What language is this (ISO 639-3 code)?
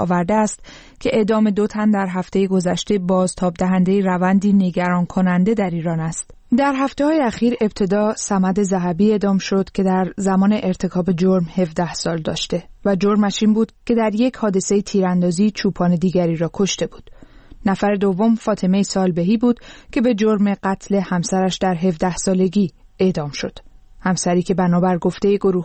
fas